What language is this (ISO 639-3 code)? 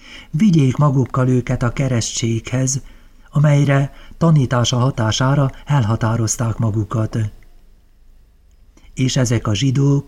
hun